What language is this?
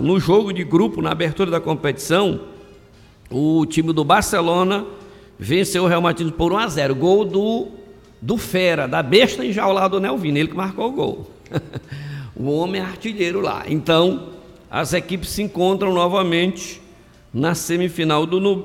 Portuguese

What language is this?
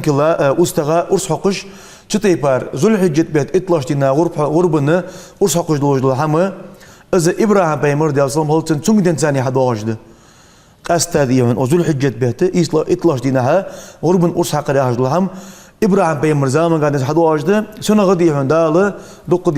Ingush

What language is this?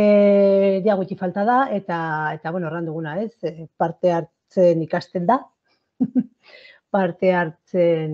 Basque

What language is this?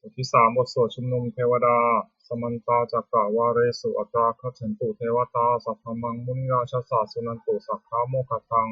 Pali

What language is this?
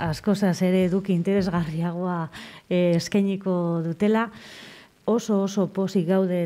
Basque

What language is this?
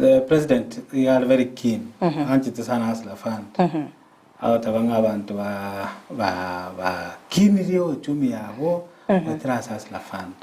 Gusii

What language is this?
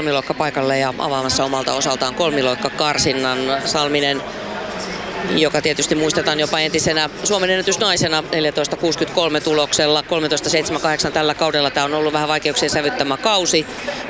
Finnish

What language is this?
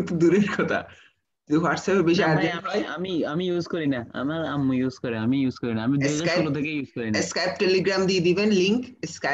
Bangla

